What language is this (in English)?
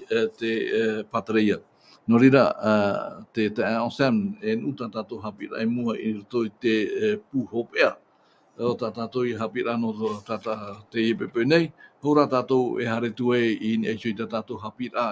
Tahitian